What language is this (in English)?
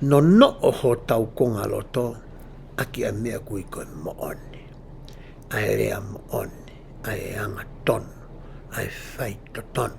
Tongan